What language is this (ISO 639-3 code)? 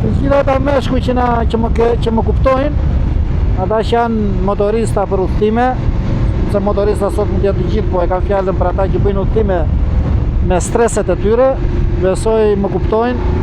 sqi